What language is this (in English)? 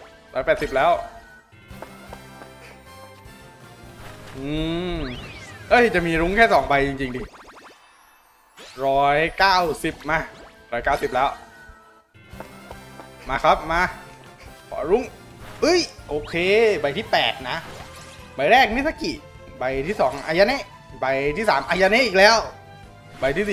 Thai